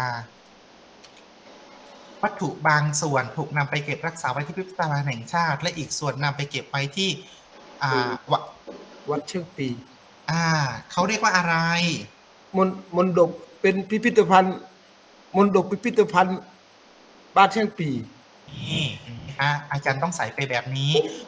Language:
Thai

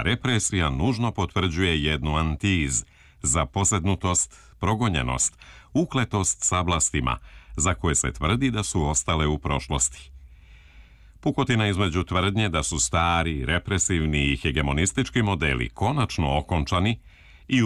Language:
Serbian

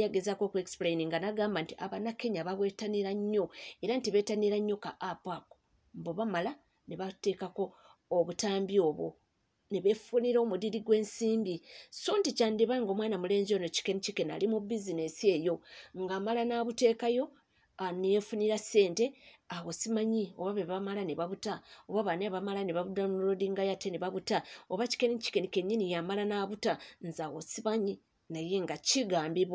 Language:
Ganda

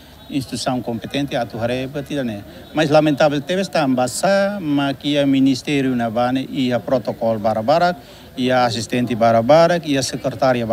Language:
Tetum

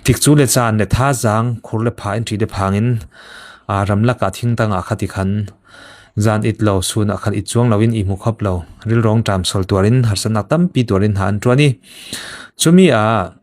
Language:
Falam Chin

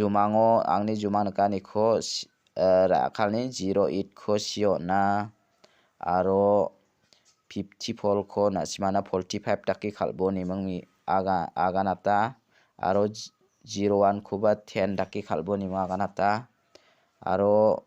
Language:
Garo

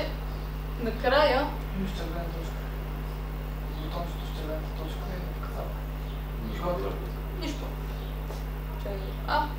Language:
Bulgarian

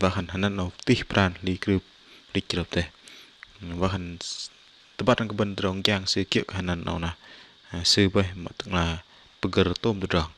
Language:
Bahnar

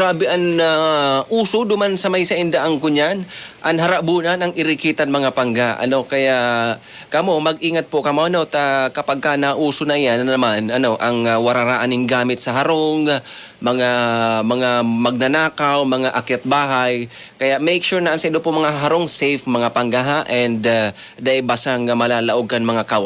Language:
Bikol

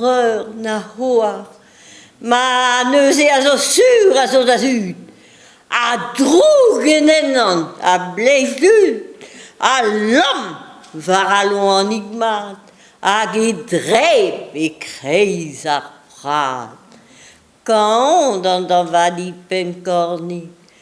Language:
Breton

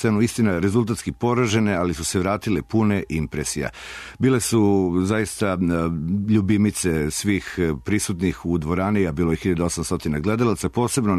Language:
Serbian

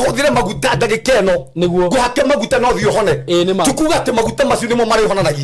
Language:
Kikuyu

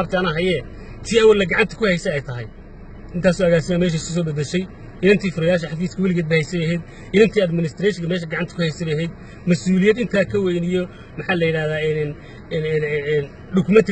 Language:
Somali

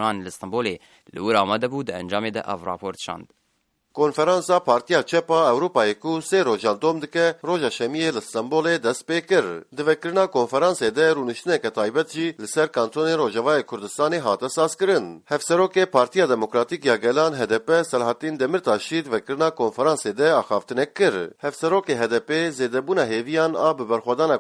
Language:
Kurdish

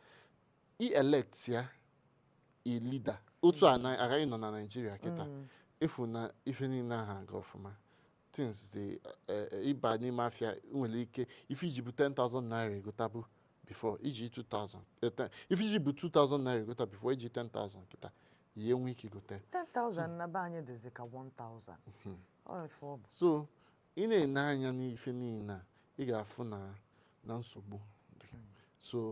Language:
Igbo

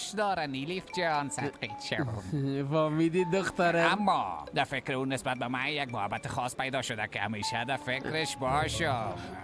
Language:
Persian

